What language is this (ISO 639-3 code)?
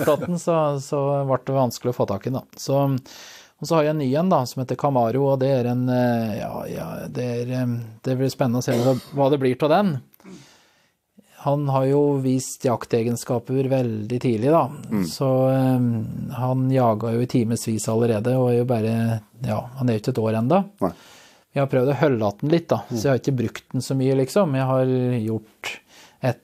nor